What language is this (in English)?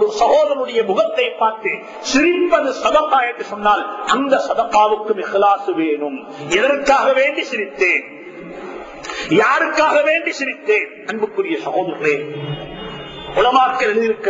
Tamil